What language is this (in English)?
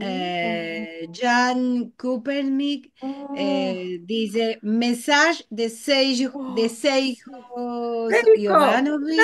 Ladino